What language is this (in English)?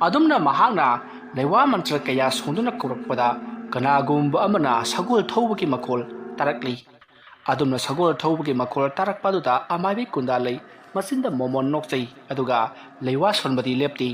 Manipuri